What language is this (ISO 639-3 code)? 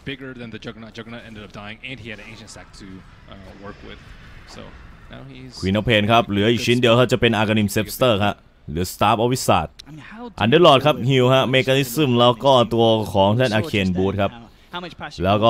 tha